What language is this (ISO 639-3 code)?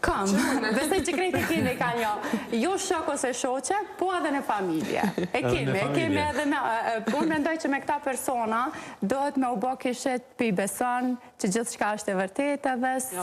sqi